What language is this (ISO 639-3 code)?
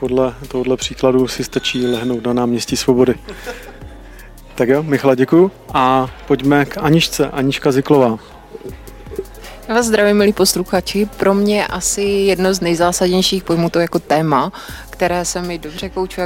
ces